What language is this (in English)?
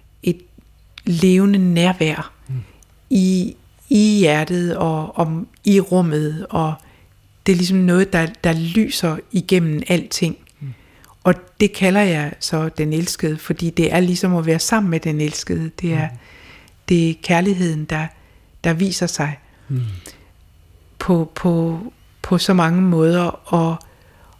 Danish